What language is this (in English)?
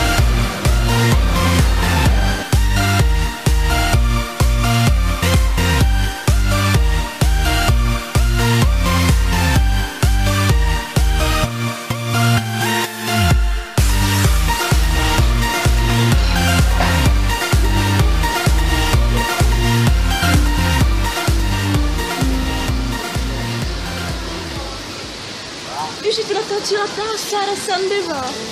Czech